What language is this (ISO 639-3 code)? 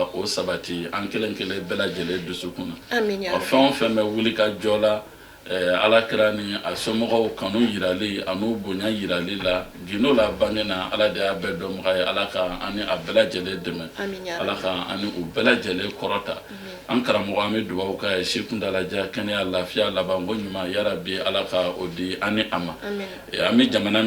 bam